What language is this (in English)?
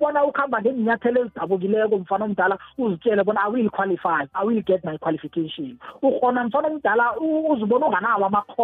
South Ndebele